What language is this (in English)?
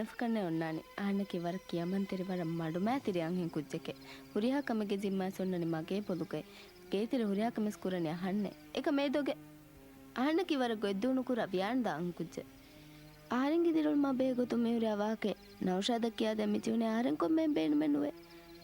Divehi